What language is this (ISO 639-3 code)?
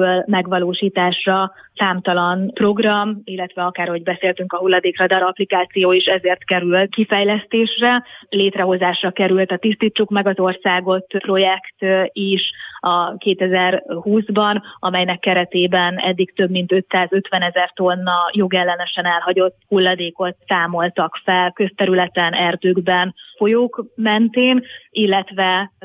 hun